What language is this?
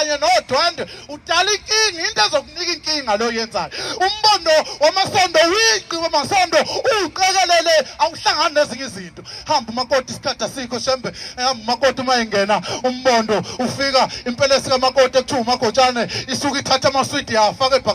Zulu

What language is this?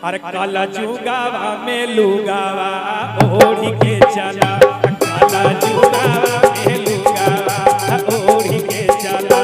Magahi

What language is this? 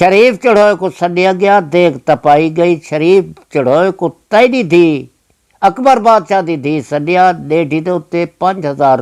Saraiki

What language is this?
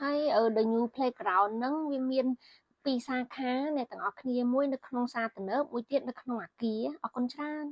Khmer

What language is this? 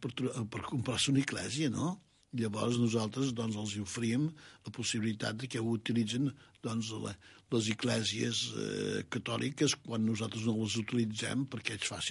Catalan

